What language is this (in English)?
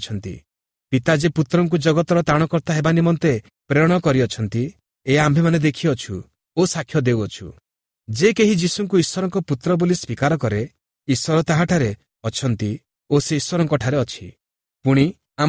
Odia